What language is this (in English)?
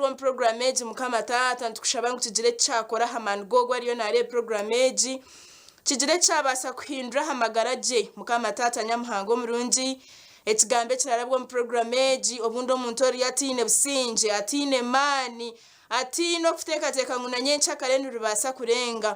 Nyankole